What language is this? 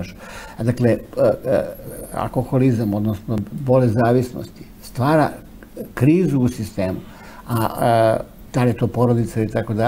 Serbian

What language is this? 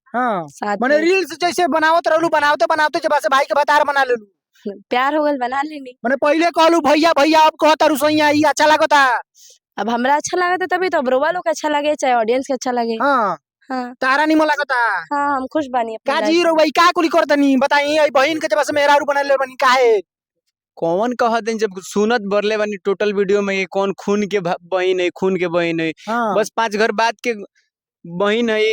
Bhojpuri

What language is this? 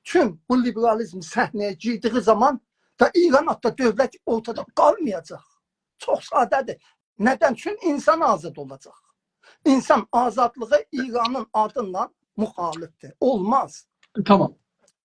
South Azerbaijani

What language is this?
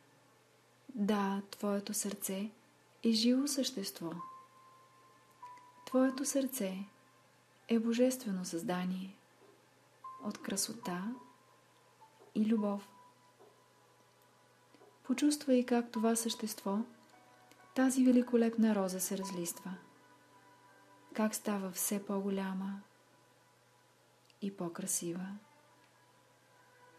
Bulgarian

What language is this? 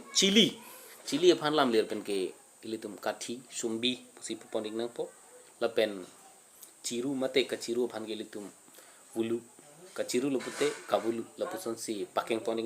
Karbi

